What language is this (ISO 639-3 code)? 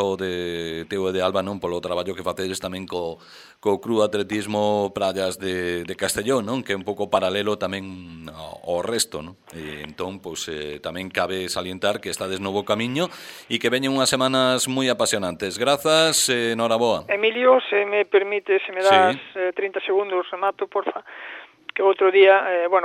glg